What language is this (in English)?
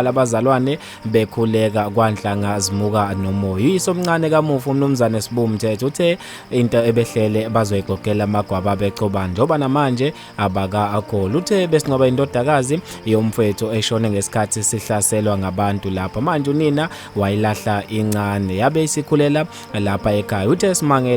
Zulu